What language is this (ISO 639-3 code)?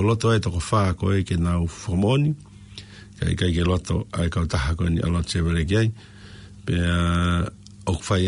ton